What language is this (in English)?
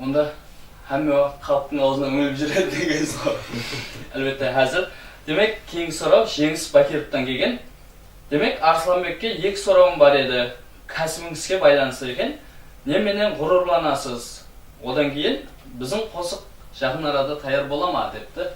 Kara-Kalpak